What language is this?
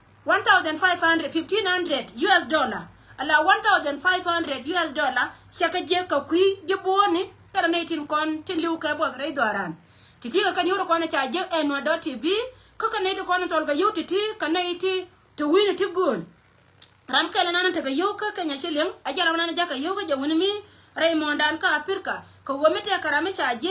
Nuer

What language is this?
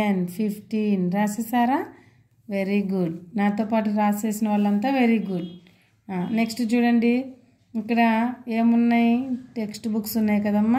Telugu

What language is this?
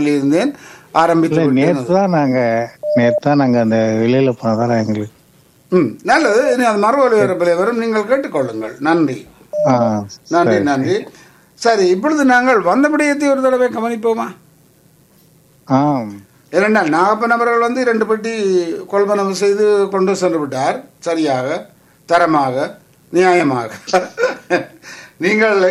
Tamil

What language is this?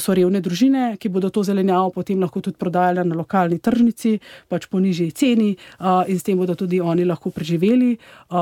Slovenian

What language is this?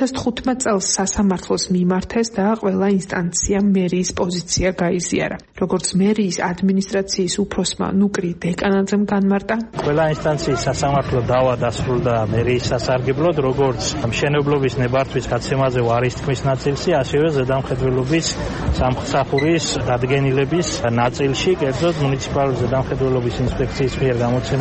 Georgian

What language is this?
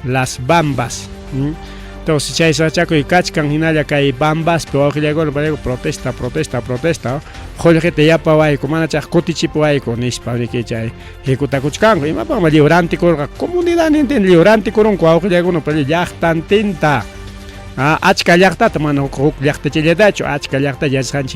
Ayacucho Quechua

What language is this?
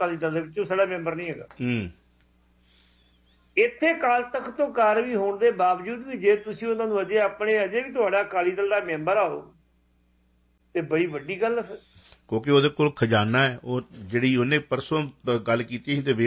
Punjabi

